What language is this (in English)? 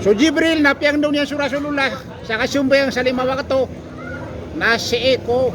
Maranao